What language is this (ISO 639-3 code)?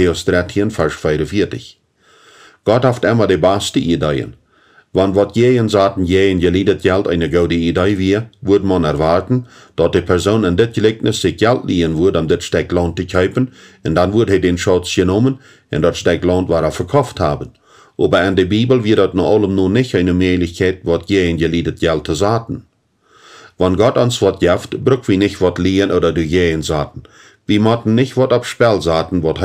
pdt